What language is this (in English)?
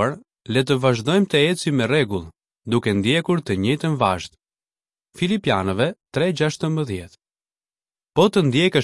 Albanian